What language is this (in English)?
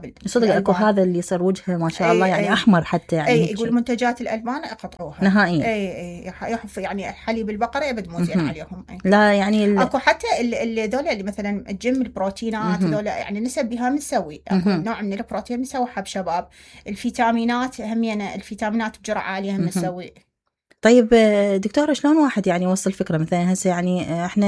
Mesopotamian Arabic